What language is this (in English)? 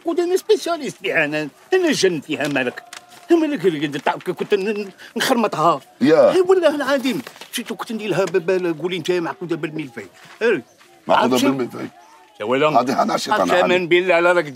Algerian Arabic